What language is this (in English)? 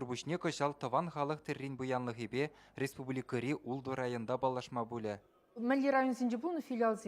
Chuvash